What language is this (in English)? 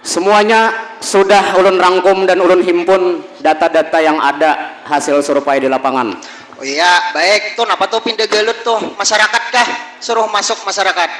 Banjar